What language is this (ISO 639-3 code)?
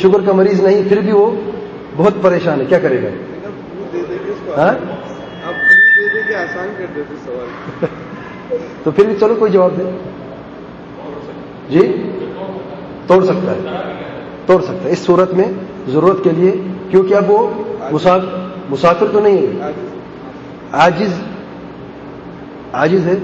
urd